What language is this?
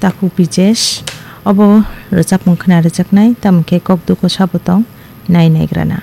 Kok Borok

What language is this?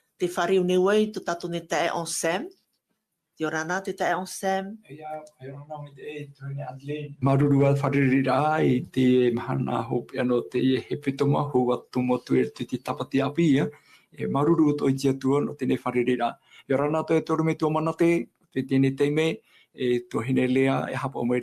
Tahitian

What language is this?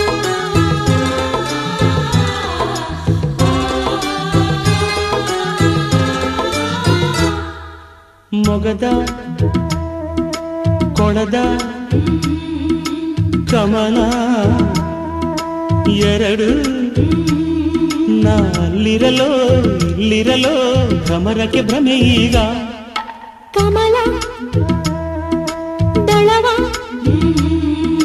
Kannada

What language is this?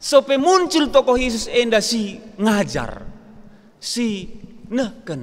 Batak Karo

